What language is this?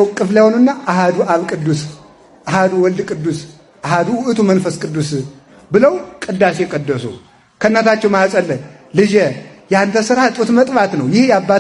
Amharic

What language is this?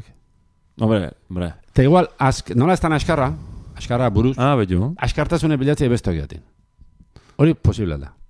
Basque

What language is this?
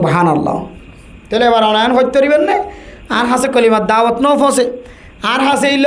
Rohingya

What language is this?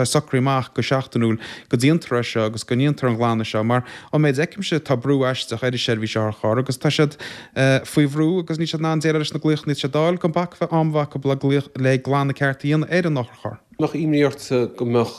Irish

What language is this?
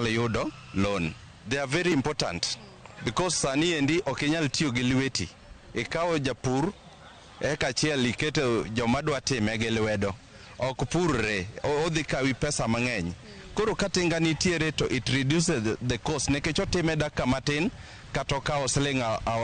Luo (Kenya and Tanzania)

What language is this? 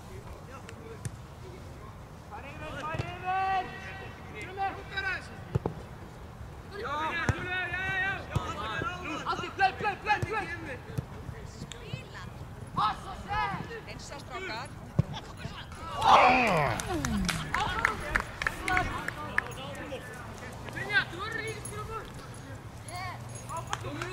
Icelandic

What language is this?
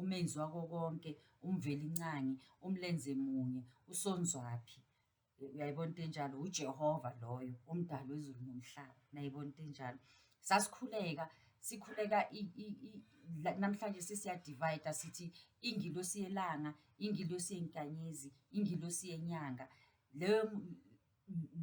Zulu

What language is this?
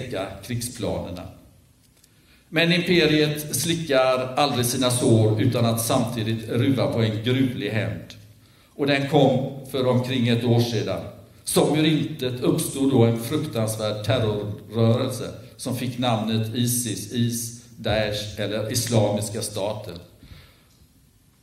Swedish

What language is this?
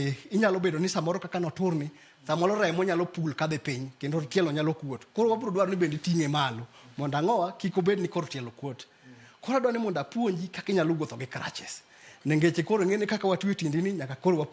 Luo (Kenya and Tanzania)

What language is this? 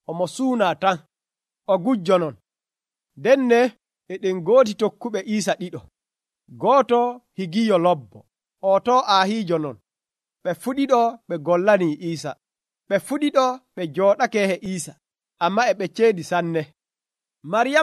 Nigerian Fulfulde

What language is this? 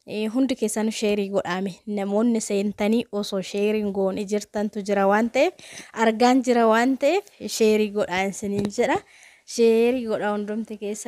Oromo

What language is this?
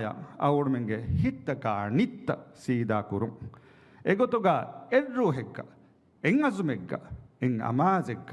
Divehi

